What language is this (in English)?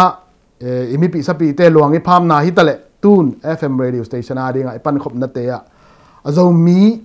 Tedim Chin